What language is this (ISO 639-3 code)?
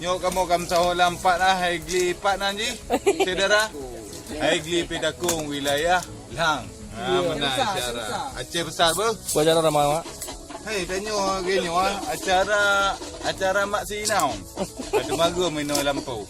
ace